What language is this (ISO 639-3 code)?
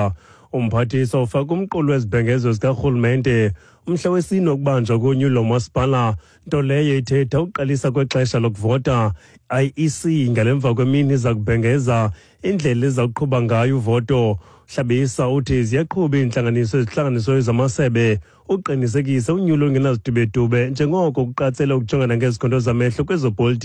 xho